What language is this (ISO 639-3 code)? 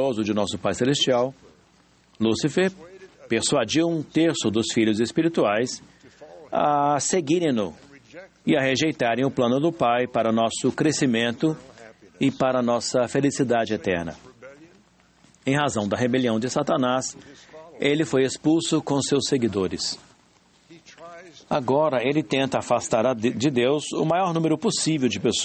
por